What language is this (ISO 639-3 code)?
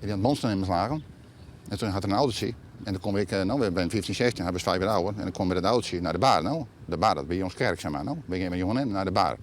fry